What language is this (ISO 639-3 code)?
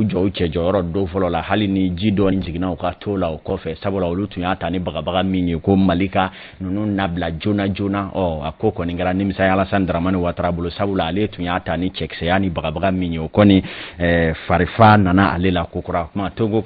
bam